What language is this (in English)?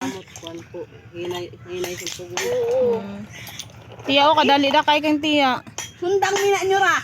Cebuano